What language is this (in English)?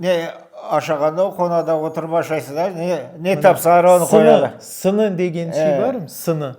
Crimean Tatar